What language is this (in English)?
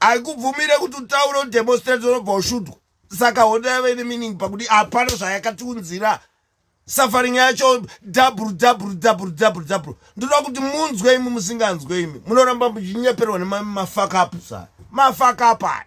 Shona